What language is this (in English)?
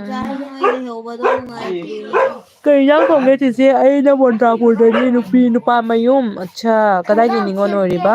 Manipuri